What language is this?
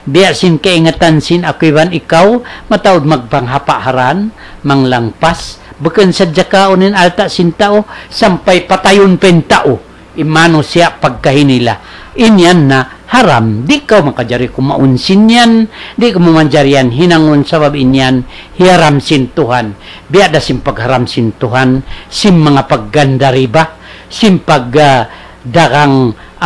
Tausug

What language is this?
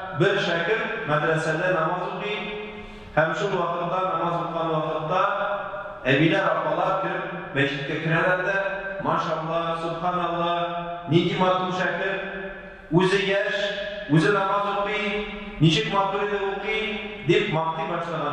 Tatar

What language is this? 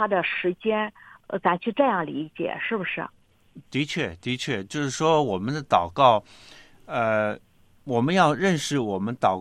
Chinese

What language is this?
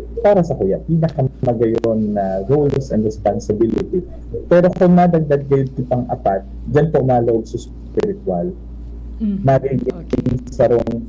Bikol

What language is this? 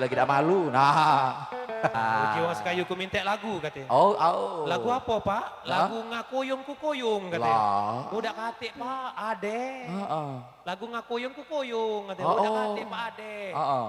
Musi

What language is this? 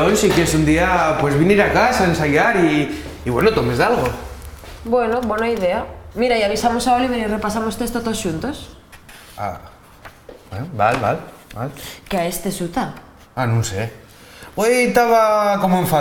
Asturian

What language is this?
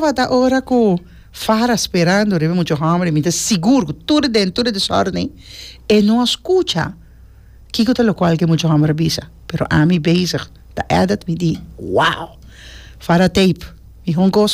Papiamento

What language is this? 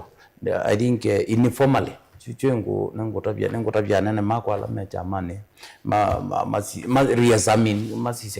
Kamba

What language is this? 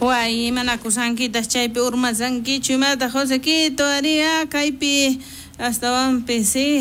South Bolivian Quechua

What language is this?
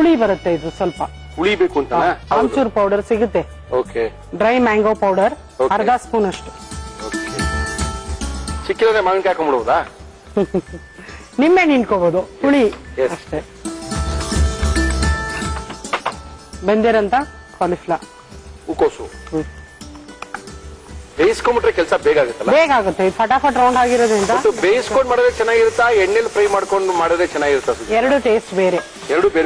Kannada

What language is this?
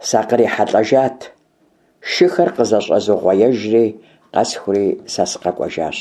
Kabardian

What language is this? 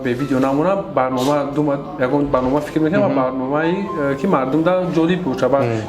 Tajik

